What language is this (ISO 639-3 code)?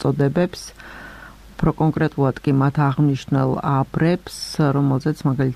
kat